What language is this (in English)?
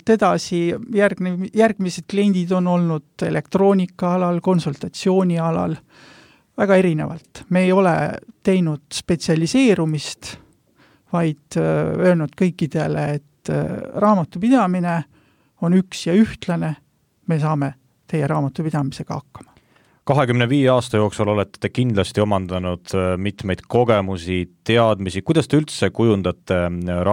Estonian